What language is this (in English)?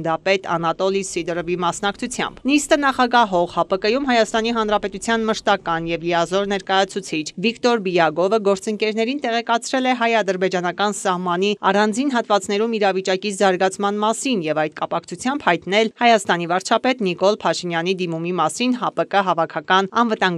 Armenian